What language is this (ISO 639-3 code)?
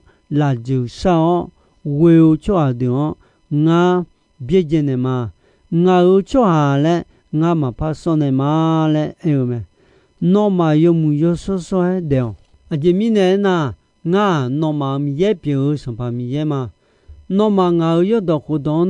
ahk